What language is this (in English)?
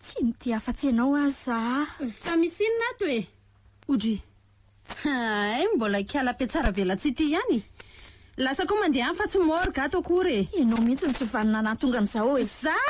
Malagasy